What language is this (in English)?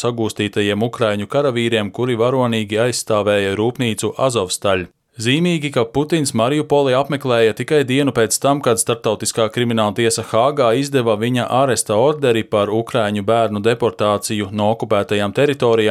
Latvian